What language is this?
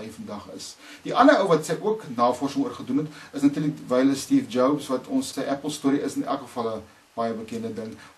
Afrikaans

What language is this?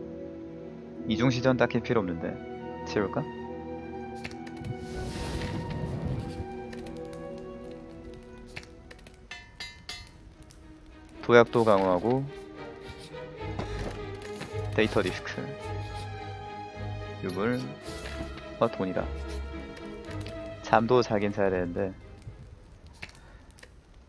Korean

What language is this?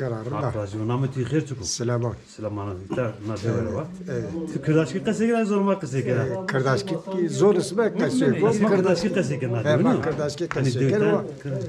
Zaza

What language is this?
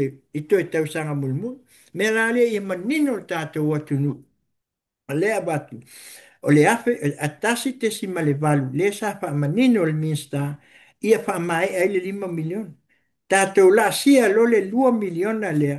Samoan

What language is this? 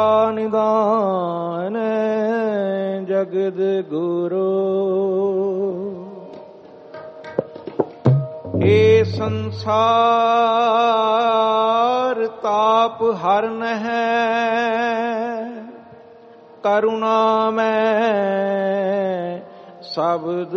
Punjabi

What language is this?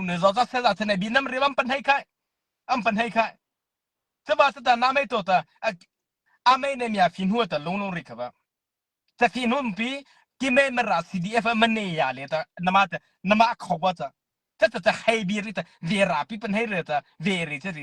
Mara Chin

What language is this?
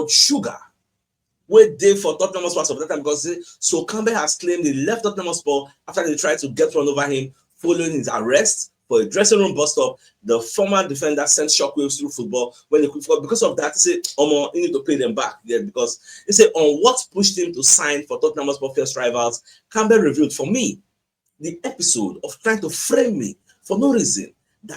Nigerian Pidgin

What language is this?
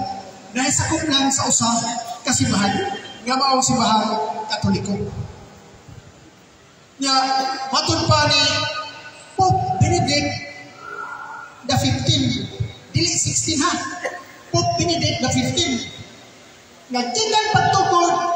Cebuano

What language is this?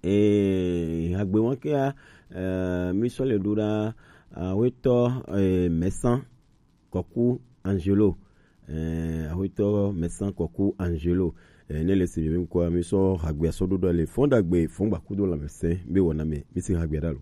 Gen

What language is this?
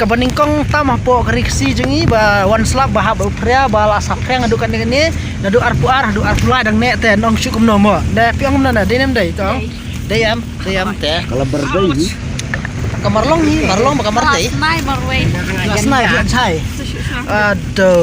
Khasi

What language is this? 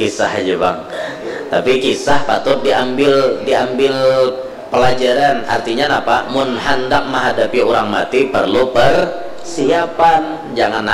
Banjar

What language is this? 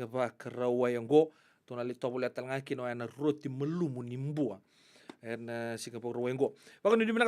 Fijian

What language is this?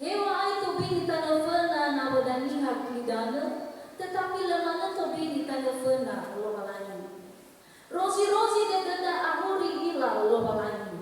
Nias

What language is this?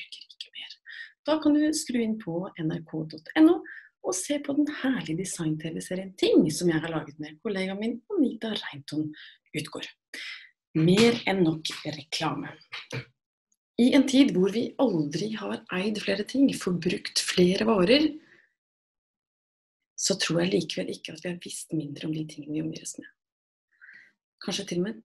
Norwegian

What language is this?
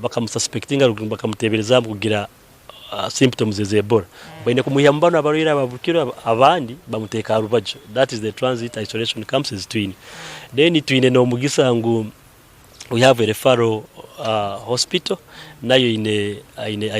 Nyankole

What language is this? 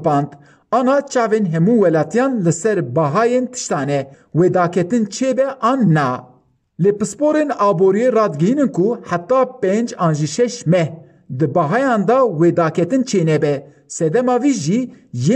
Kurdish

